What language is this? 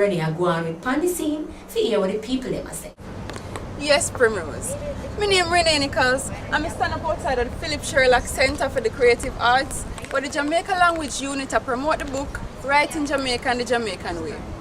Jamaican Creole English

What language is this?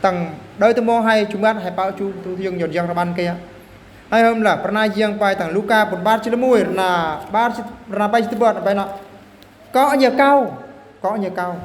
Eastern Bru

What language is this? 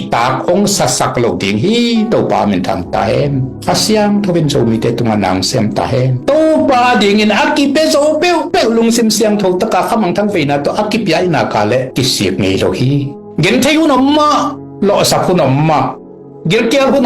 Tedim Chin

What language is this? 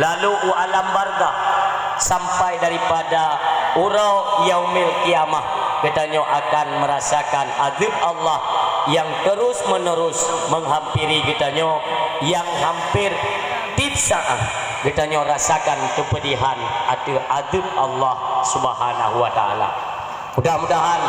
Achinese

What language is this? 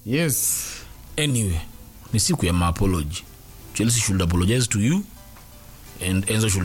Swahili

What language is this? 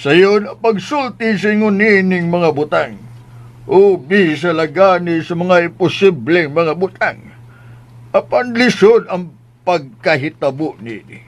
Cebuano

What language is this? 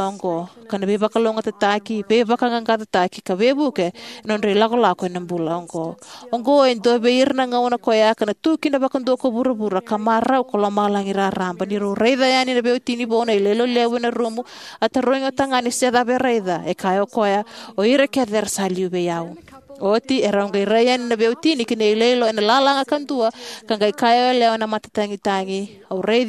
Fijian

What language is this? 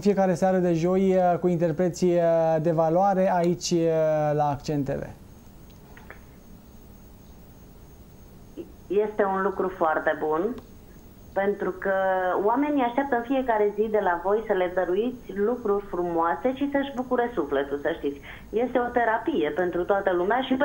Romanian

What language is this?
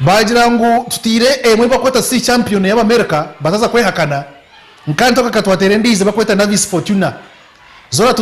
Nyankole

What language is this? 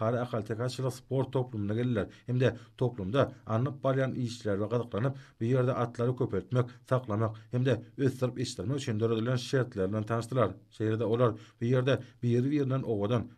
Turkmen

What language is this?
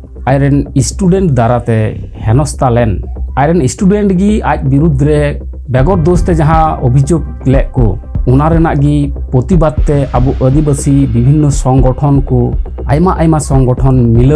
Santali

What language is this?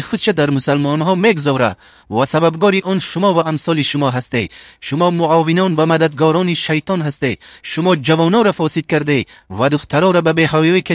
Tajik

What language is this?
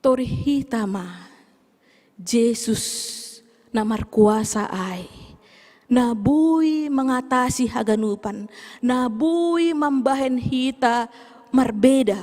Batak Simalungun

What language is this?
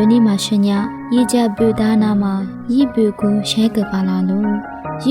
Lisu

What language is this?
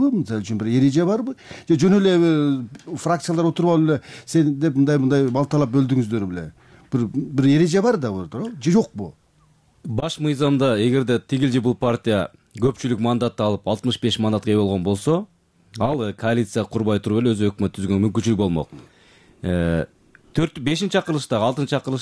Kyrgyz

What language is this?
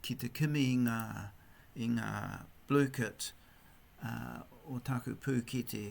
Māori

